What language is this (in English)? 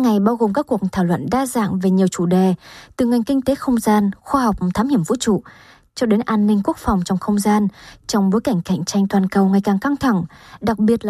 Vietnamese